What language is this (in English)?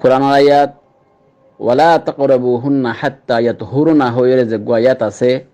Rohingya